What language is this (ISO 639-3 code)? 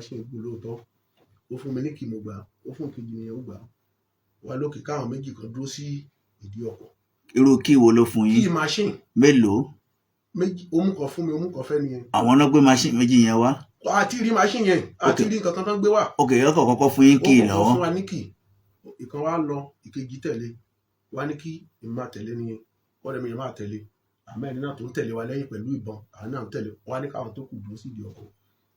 yor